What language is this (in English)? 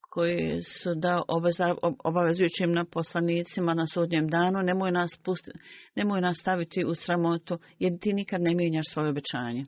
Bosnian